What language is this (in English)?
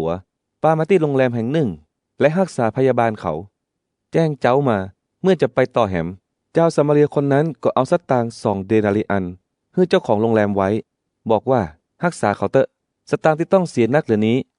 Northern Thai